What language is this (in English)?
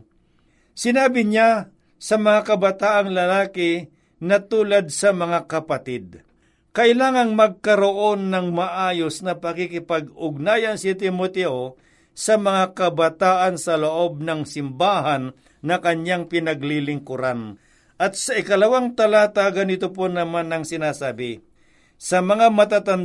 Filipino